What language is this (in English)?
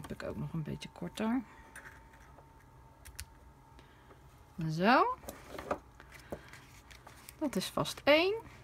Dutch